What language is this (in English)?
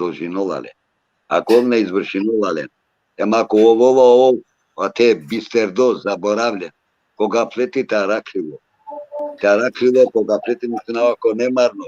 Balkan Romani